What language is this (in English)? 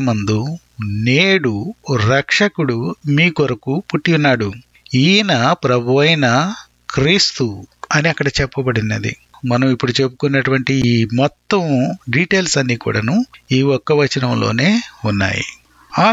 Telugu